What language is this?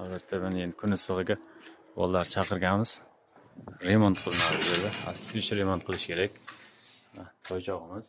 Uzbek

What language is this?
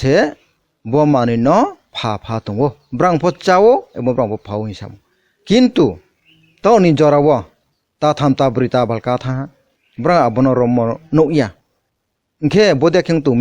Kok Borok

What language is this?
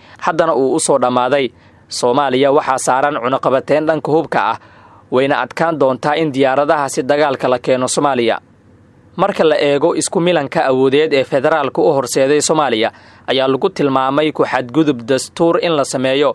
Somali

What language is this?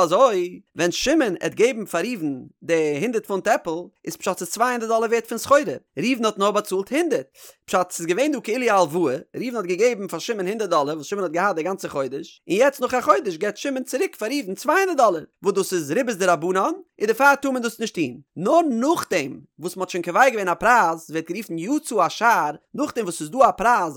Yiddish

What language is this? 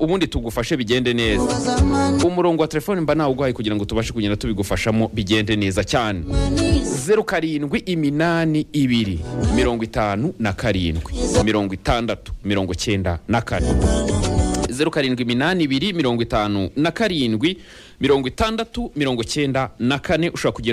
Kinyarwanda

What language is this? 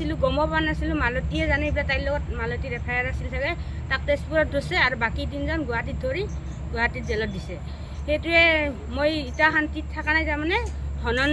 Assamese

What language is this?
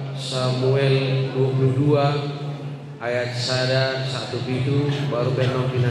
Batak Toba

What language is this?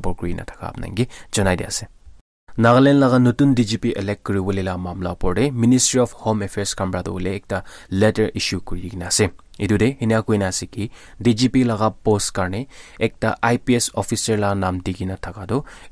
Naga Pidgin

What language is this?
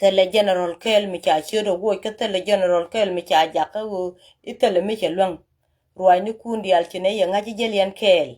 Nuer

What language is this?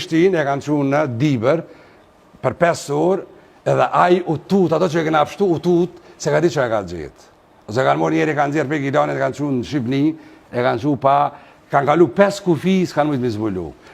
Albanian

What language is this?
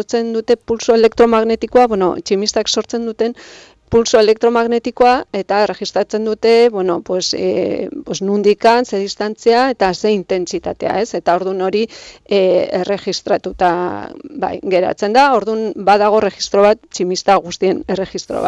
Basque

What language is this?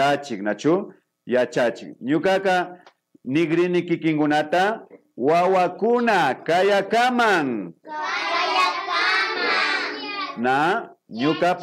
Imbabura Highland Quichua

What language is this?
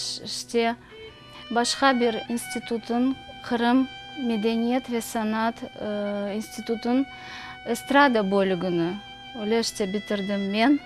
Crimean Tatar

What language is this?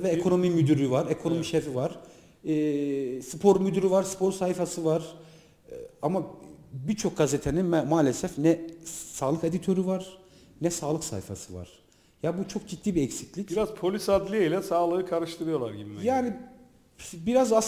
Turkish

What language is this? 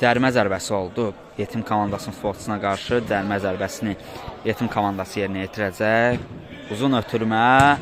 Azerbaijani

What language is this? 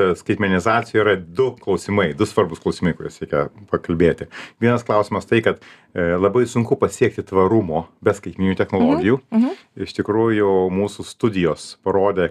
Lithuanian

